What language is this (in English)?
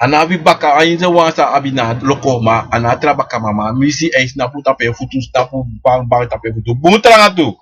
Sranan Tongo